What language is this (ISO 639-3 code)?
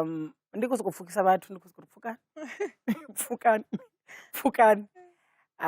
ven